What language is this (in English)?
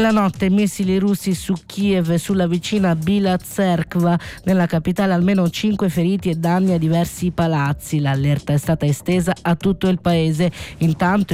Italian